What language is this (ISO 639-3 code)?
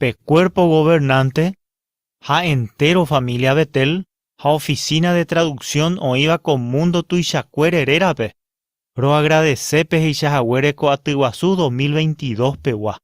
grn